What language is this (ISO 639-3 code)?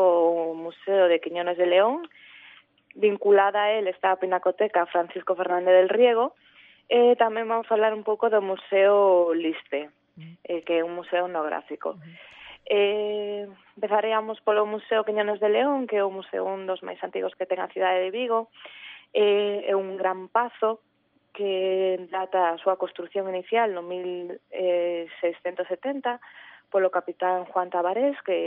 glg